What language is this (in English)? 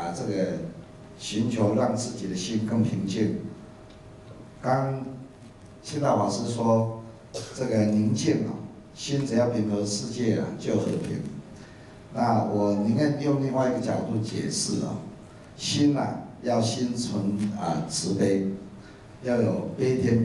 Chinese